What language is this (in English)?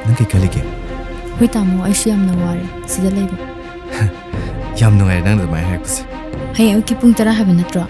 Manipuri